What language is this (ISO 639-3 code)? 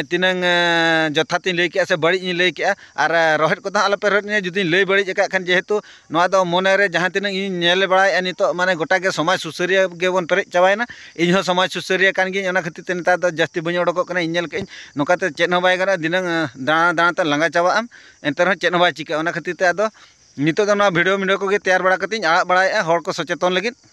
sat